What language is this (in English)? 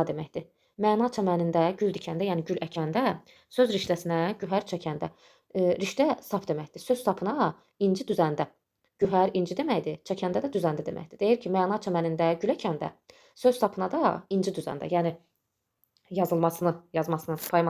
Azerbaijani